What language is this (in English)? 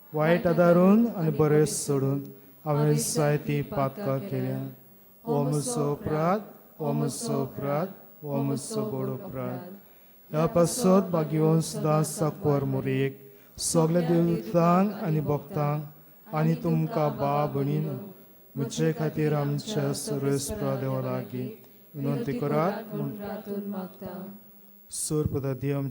Konkani